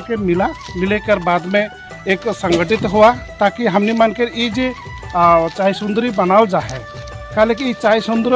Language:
Sadri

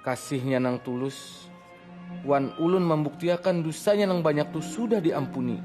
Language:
Banjar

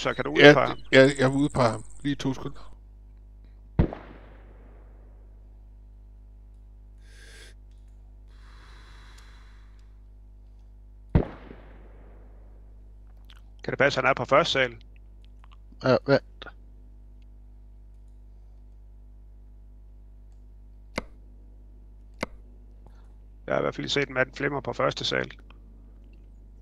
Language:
Danish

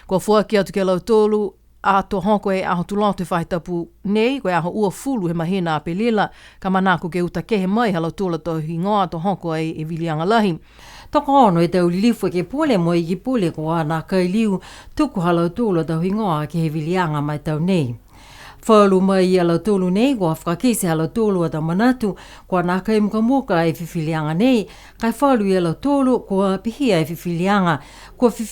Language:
Niuean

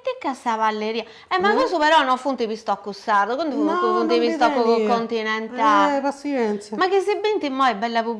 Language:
Sardinian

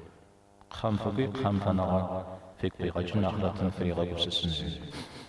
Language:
Kabardian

